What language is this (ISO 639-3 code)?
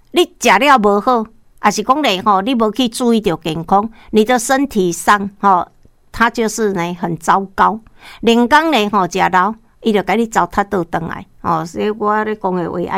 nan